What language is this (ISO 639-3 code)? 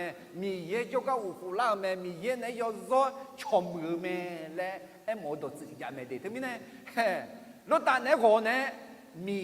ahk